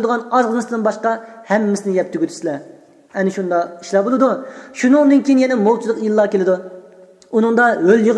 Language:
Uyghur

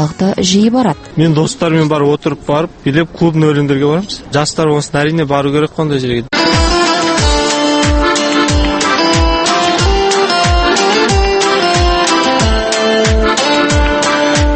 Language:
Kazakh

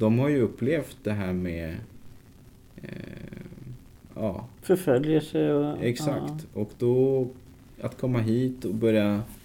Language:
Swedish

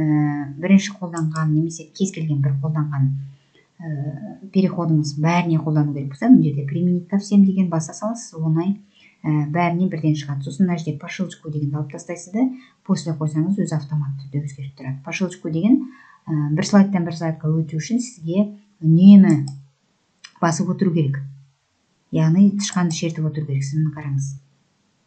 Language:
Kazakh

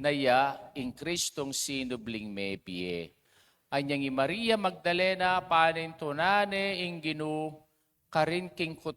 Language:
Pampanga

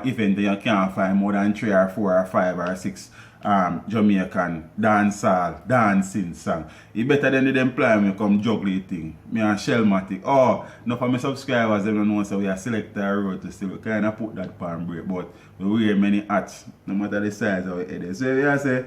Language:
Jamaican Creole English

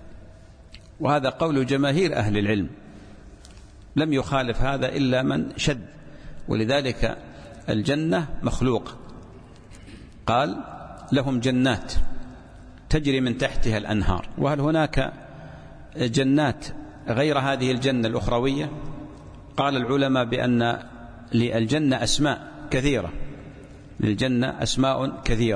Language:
Arabic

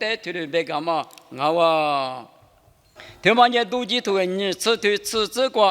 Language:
Lisu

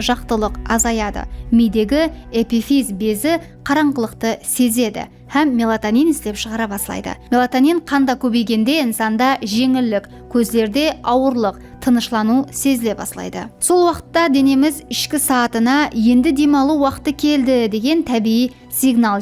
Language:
Kara-Kalpak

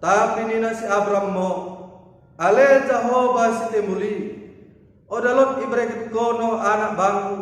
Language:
Batak Dairi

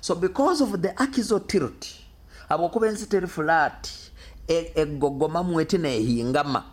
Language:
Nyoro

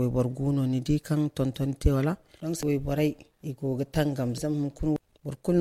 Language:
Zarma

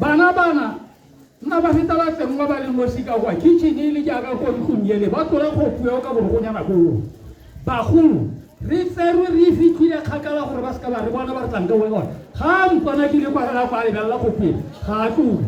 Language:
Tswana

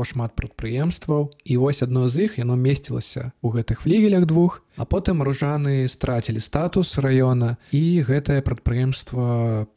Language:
Belarusian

